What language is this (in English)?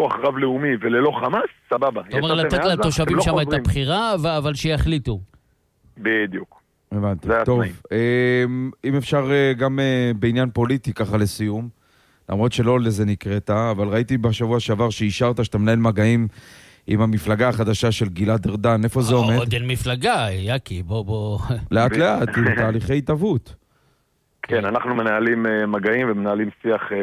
Hebrew